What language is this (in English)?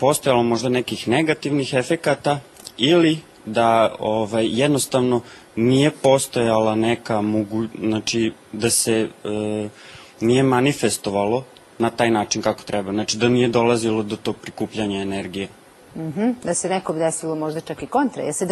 Serbian